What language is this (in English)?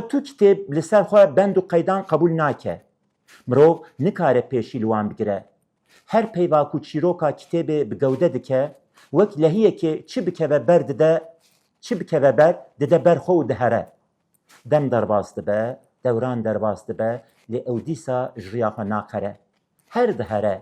Kurdish